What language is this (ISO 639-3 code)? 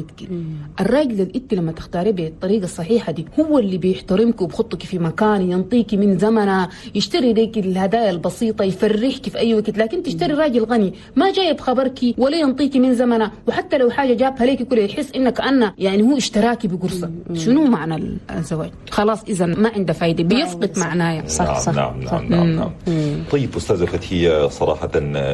shu